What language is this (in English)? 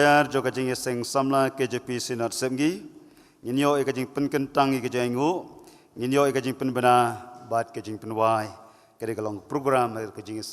Khasi